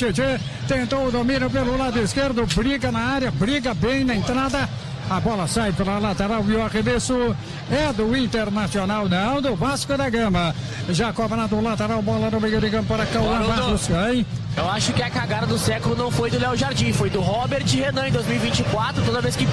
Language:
Portuguese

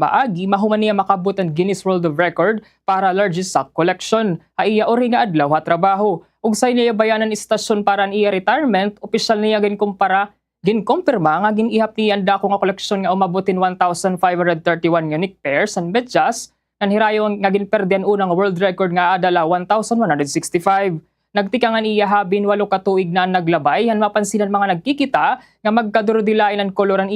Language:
Waray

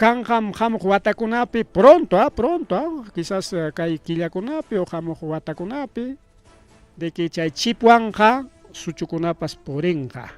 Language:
Ayacucho Quechua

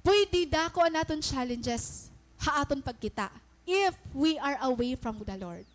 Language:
Waray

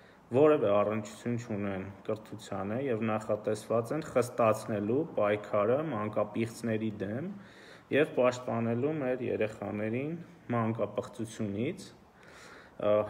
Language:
Armenian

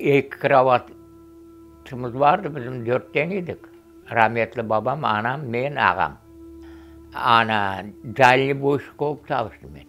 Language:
Crimean Tatar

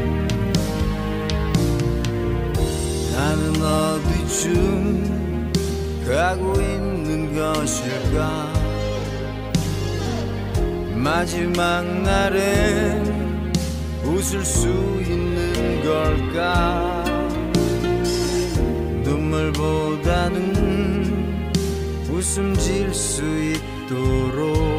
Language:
Korean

